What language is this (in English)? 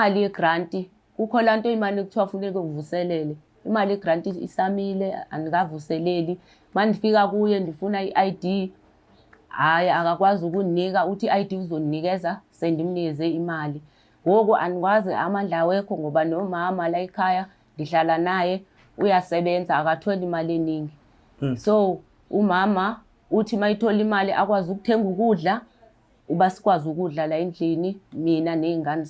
Zulu